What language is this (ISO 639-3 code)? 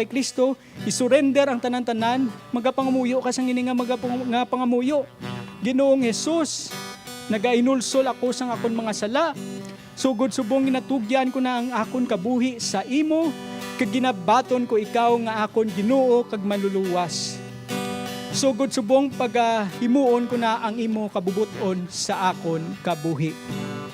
hil